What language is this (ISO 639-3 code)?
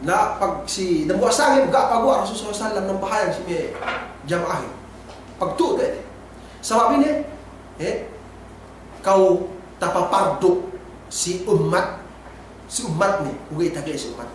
yka